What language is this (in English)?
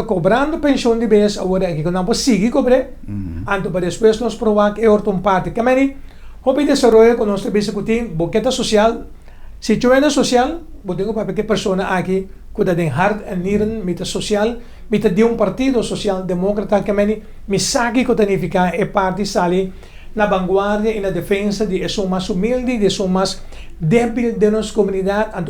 Papiamento